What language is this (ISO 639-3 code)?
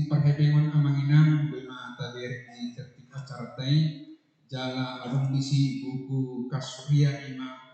bbc